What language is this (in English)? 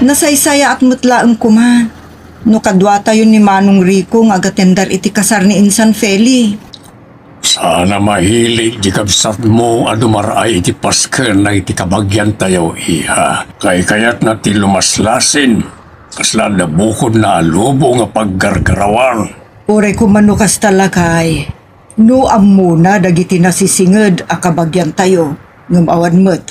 Iloko